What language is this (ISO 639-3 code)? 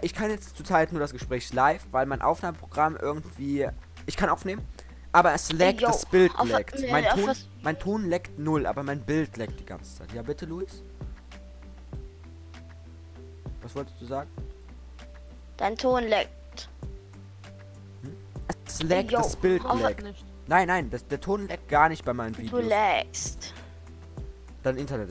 deu